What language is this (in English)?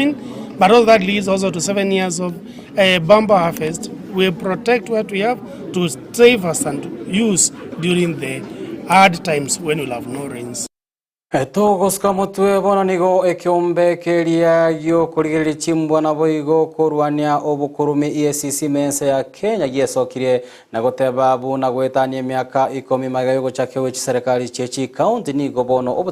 Gusii